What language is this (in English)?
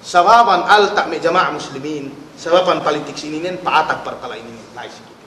Yakan